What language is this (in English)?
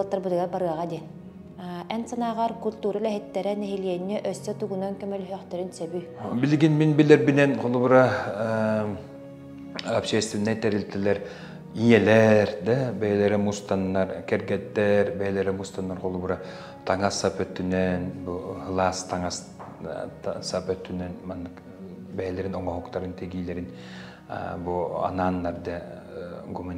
Yakut